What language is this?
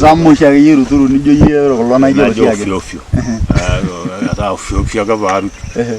Masai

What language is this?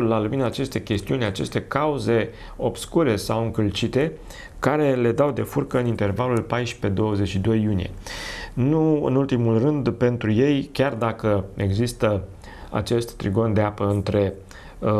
Romanian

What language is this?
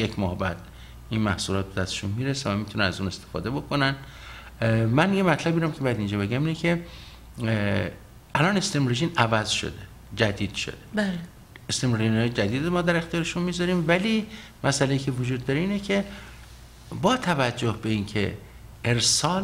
Persian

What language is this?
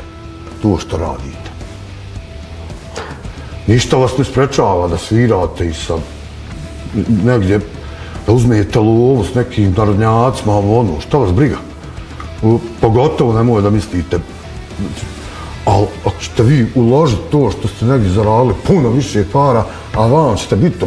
Bosnian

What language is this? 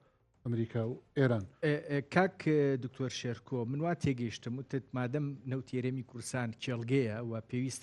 Central Kurdish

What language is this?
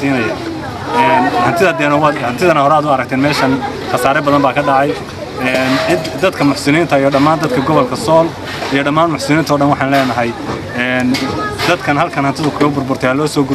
Somali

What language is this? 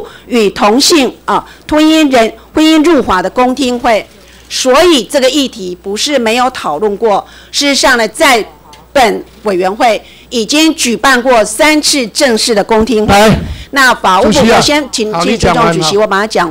Chinese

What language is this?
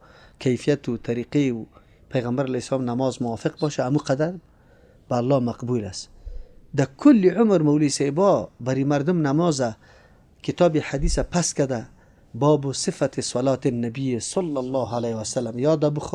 Persian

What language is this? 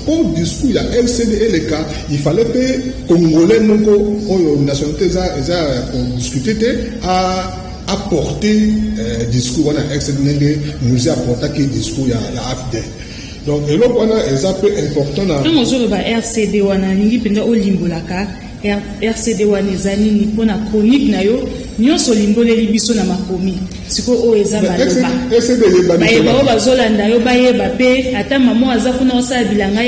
Lingala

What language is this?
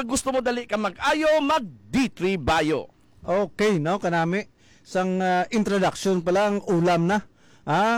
Hiligaynon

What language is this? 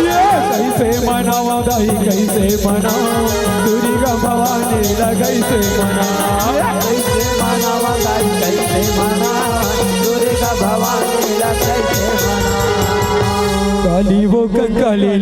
Chhattisgarhi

